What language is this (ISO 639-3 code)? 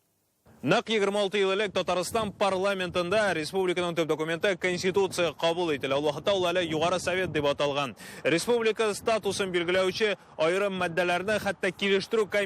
tat